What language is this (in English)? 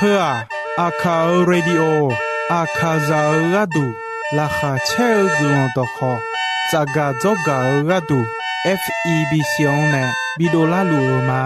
Akha